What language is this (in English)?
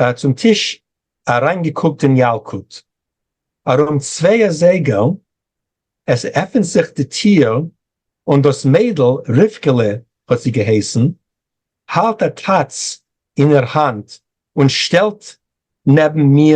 Yiddish